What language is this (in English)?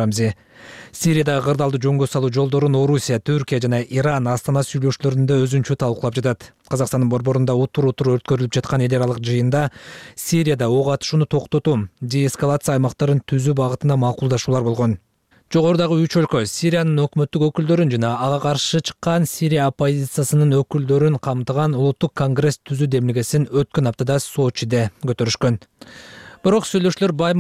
Kyrgyz